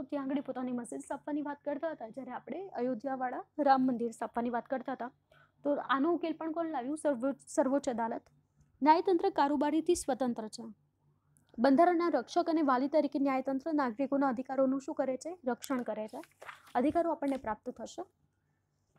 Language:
Gujarati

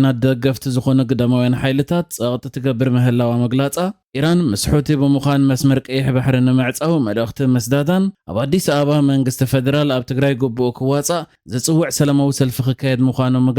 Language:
Tigrinya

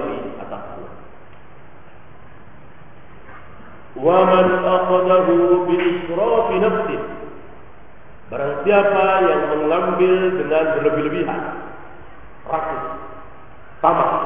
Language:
Indonesian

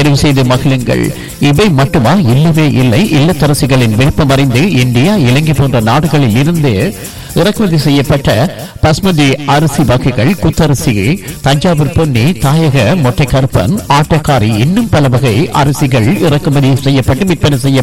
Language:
Tamil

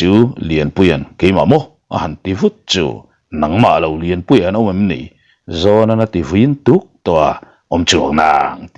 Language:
Mizo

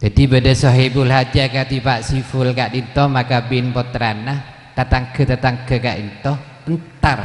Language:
Madurese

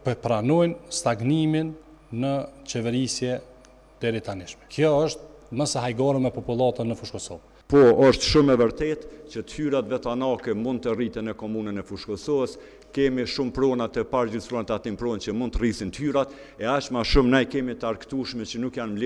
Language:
Albanian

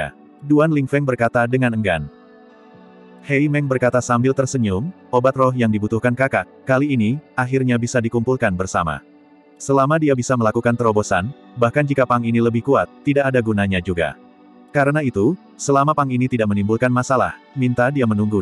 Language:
Indonesian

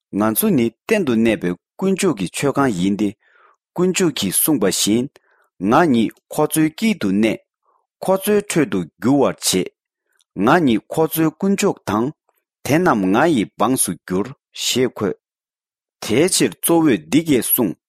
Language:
Tibetan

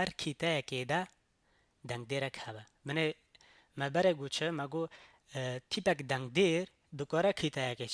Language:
Kurdish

